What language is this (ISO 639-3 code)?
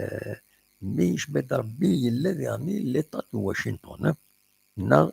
kab